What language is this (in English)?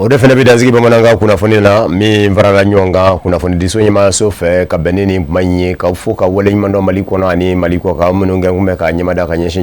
Bambara